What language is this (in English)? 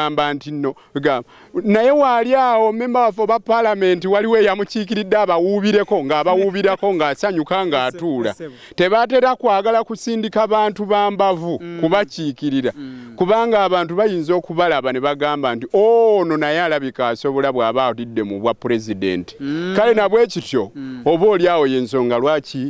Ganda